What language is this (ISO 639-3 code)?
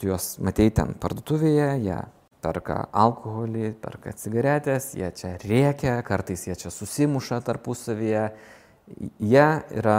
lit